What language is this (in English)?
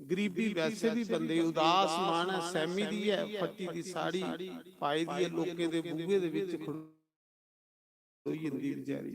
Dogri